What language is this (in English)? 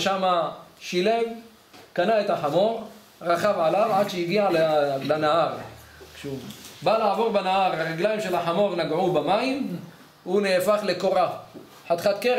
Hebrew